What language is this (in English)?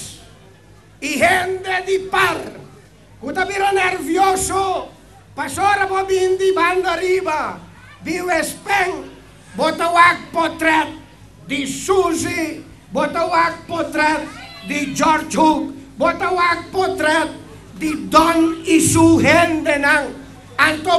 Papiamento